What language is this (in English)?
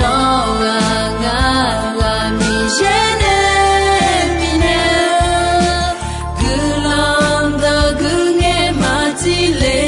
Akha